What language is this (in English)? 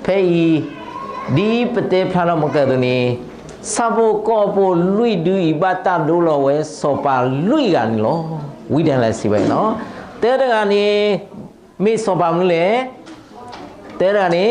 S'gaw Karen